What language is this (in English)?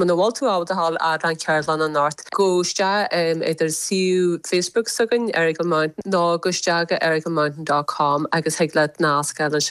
Irish